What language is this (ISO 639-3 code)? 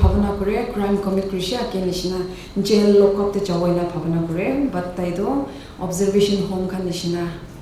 nag